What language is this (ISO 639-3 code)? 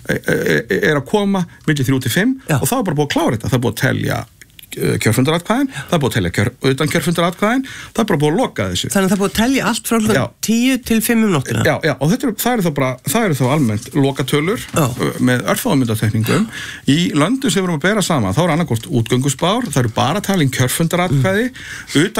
isl